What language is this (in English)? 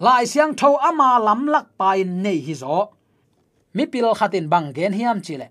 Tedim Chin